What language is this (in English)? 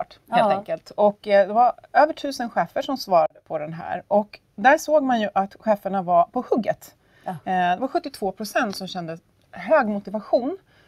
Swedish